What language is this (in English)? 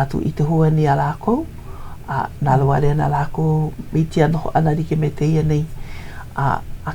Hawaiian